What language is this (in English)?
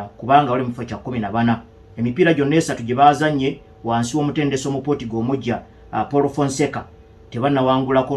Ganda